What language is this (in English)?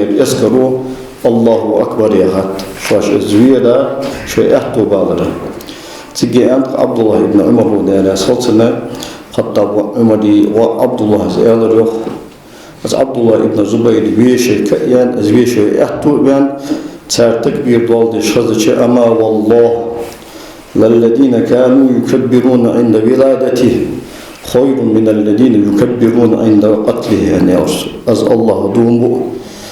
Ingush